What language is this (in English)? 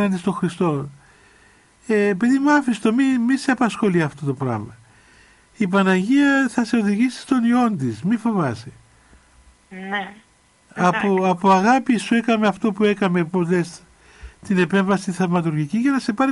Greek